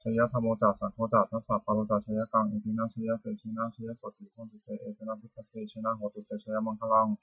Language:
Pali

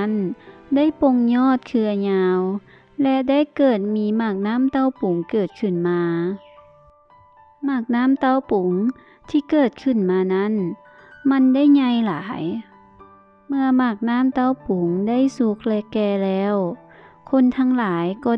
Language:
Lao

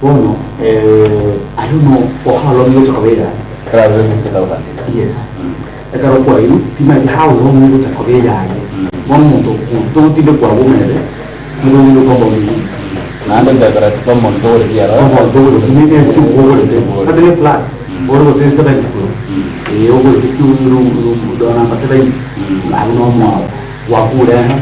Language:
Gusii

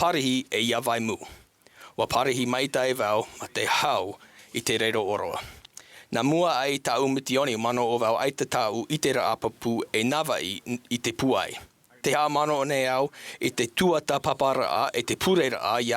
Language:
Tahitian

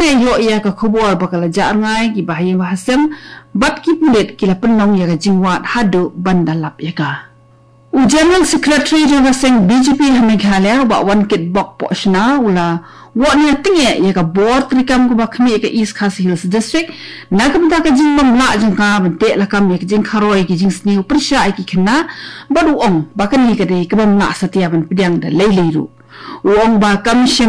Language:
Khasi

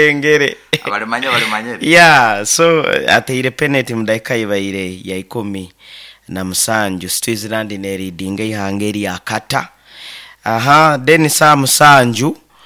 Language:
Nyoro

